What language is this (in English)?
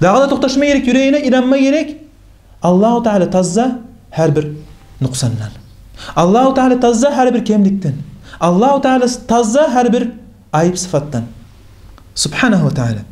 Kumyk